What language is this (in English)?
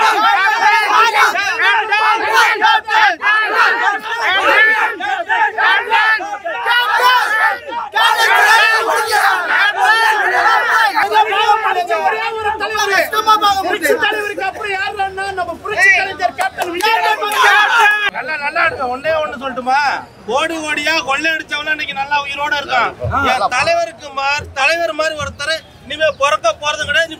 Tamil